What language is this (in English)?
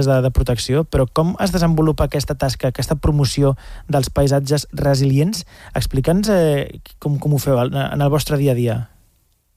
Catalan